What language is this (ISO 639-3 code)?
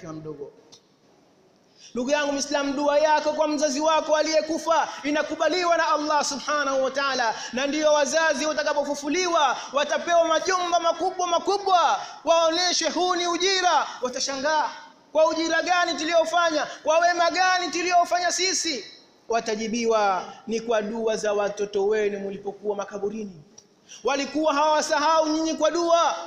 swa